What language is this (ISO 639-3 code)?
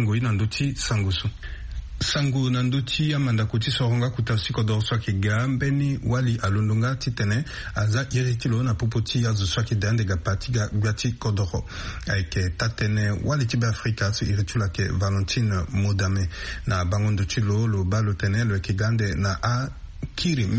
sag